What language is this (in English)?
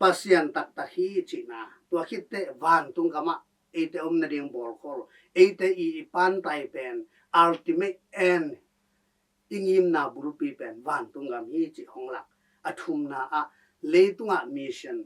Tedim Chin